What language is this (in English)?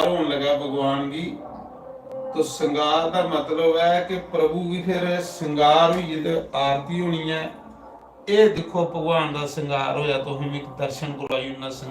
Dogri